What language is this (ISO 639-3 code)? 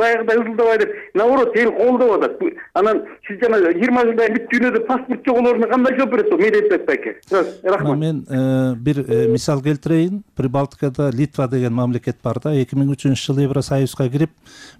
kir